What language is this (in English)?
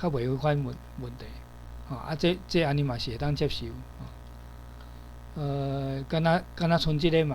Min Nan Chinese